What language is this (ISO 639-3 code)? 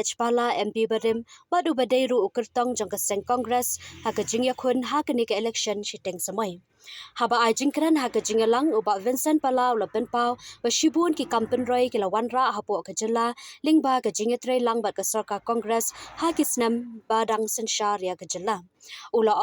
kha